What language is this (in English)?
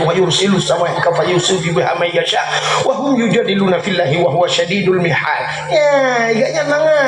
Achinese